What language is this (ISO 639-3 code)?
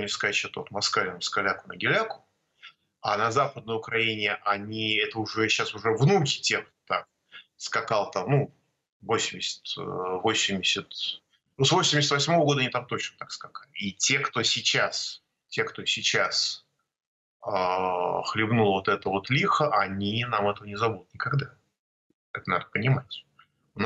rus